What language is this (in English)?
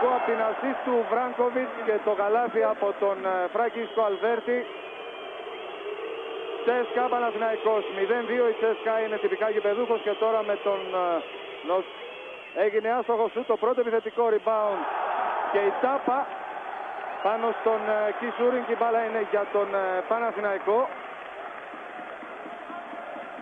Greek